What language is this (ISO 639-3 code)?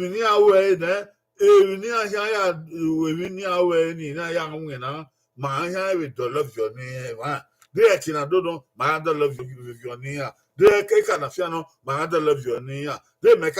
bin